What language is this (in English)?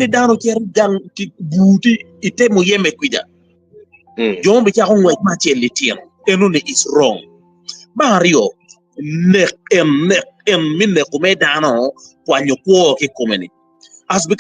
Acoli